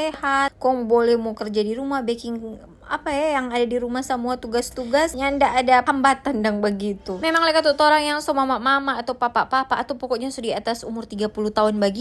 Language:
Manado Malay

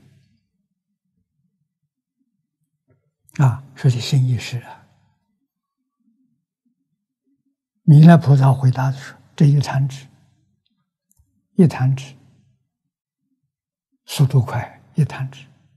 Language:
Chinese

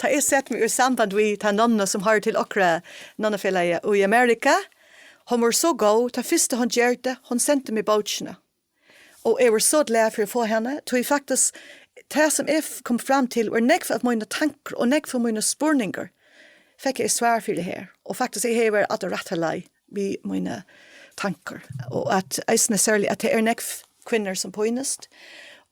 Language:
Faroese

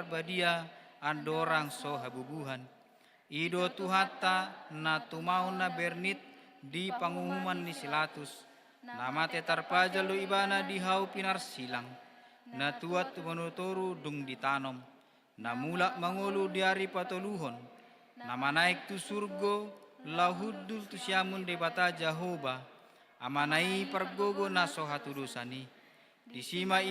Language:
Batak Toba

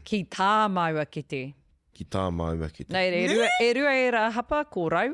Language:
Māori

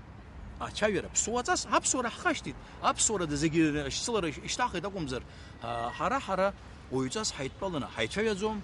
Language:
Abkhazian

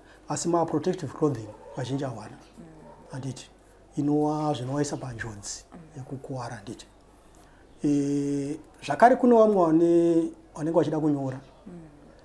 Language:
Shona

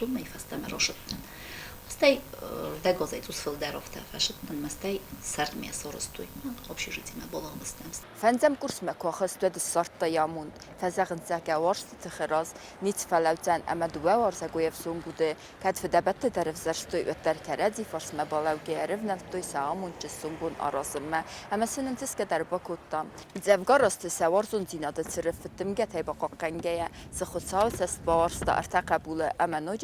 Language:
Ossetic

